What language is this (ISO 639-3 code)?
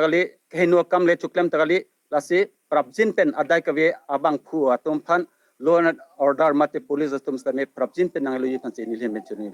mjw